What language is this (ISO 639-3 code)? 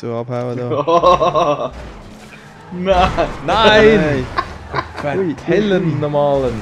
gsw